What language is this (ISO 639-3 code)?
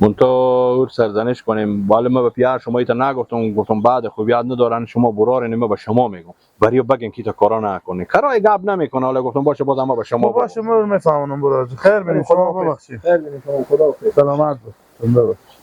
fas